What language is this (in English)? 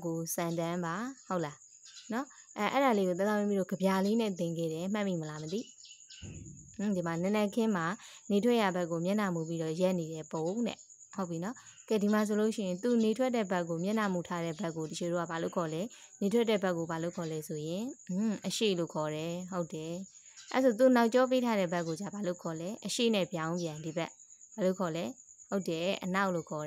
Burmese